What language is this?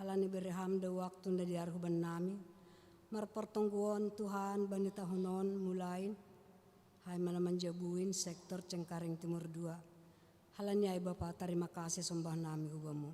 Batak Simalungun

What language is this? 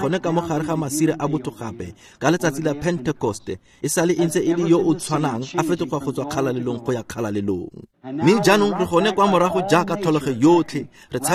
Tswana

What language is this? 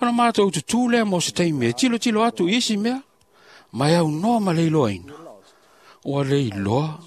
Samoan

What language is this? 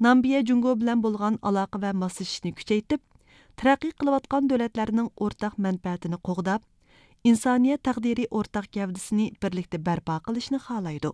Uyghur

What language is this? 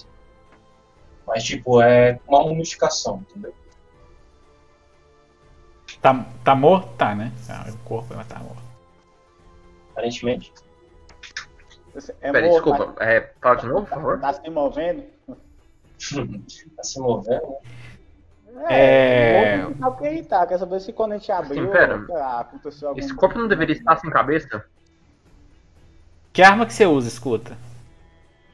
Portuguese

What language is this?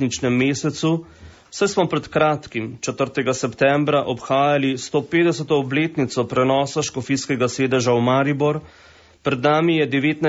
Slovenian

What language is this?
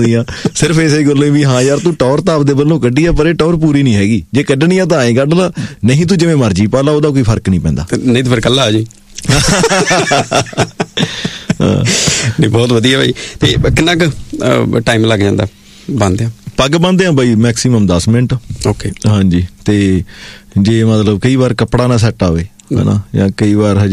Punjabi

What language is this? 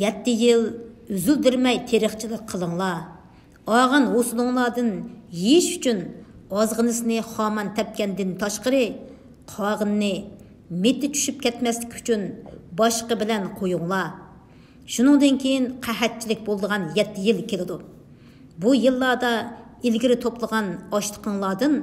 Uyghur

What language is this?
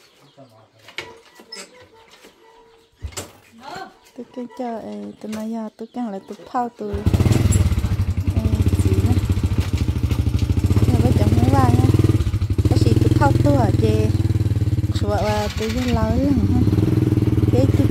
Vietnamese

